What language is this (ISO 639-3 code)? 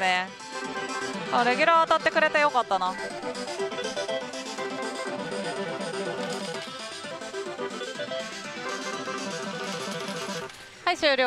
jpn